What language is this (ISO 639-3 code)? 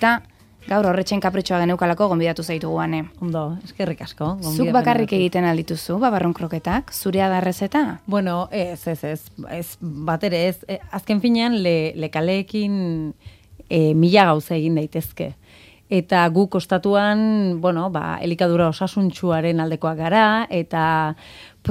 eus